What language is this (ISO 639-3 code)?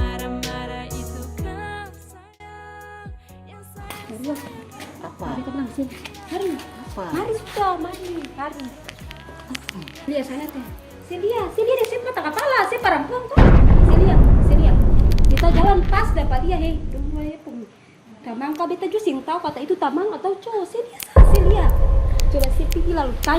abs